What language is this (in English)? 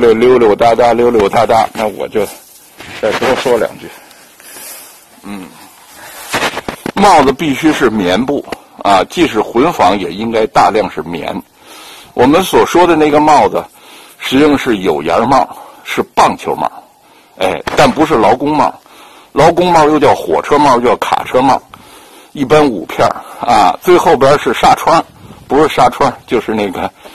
Chinese